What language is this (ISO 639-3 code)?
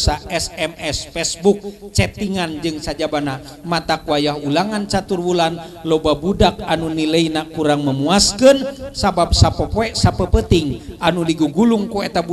sun